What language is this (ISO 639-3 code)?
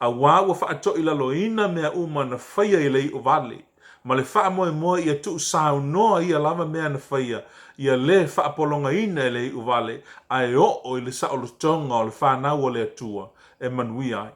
smo